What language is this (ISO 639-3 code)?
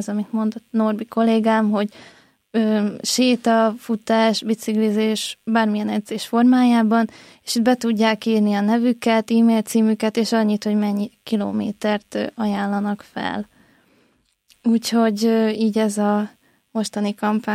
hun